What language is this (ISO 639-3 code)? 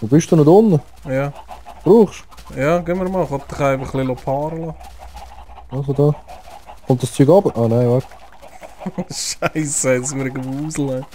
gsw